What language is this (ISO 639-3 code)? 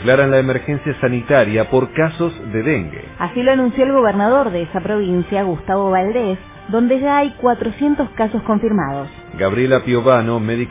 spa